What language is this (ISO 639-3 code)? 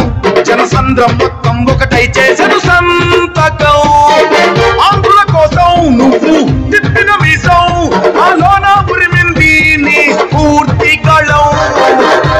tel